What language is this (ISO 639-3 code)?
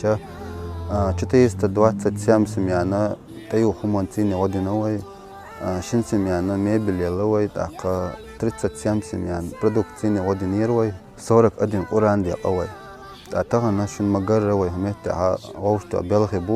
che